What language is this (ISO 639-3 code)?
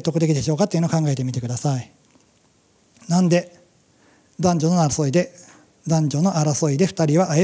jpn